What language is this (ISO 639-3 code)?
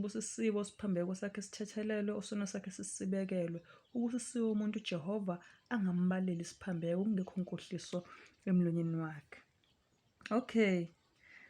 zul